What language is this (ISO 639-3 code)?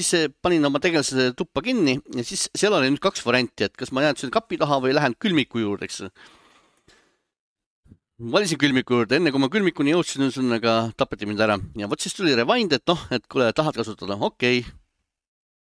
est